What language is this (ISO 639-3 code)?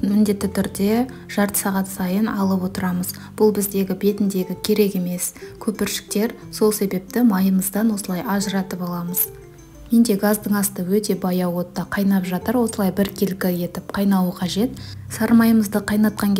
kaz